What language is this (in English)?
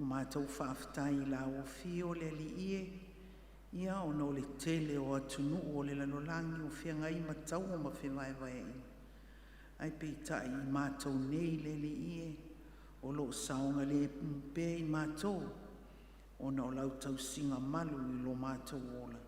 Samoan